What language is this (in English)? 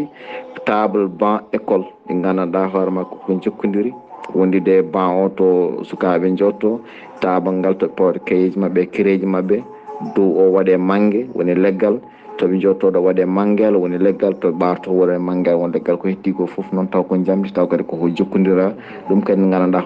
Fula